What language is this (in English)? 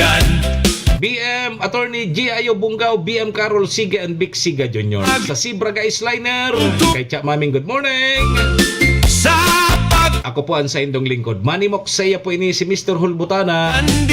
Bikol